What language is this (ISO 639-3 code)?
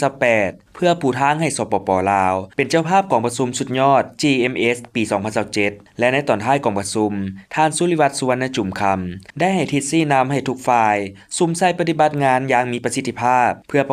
lao